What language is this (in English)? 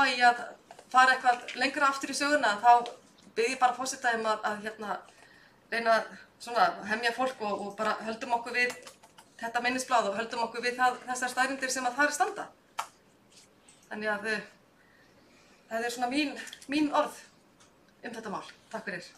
Icelandic